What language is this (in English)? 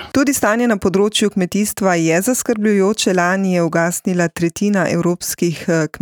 Slovenian